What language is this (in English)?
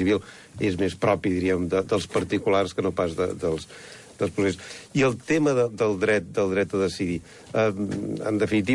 Catalan